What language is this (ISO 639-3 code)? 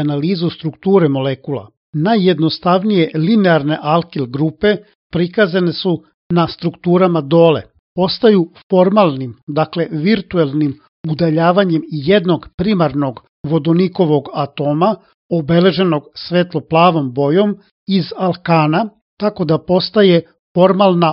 srp